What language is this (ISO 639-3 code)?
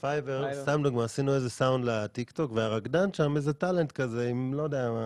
heb